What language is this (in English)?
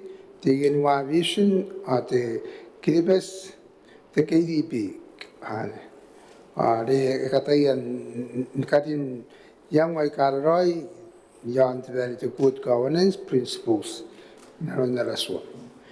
Gilbertese